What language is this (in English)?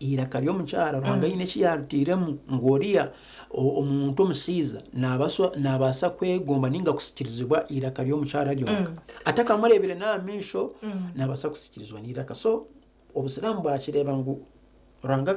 Nyankole